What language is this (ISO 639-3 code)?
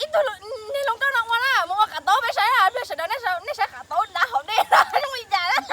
hmn